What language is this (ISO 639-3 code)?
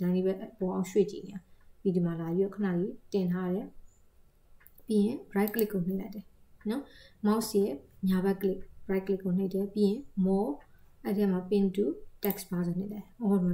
mya